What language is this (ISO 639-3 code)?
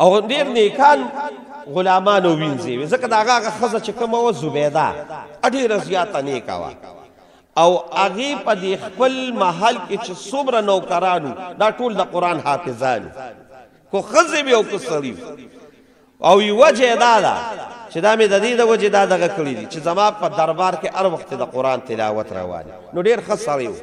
pus